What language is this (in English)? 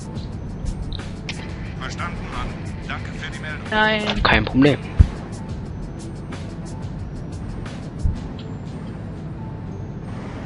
German